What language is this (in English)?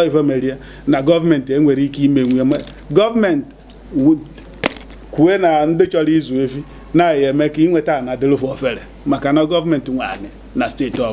Igbo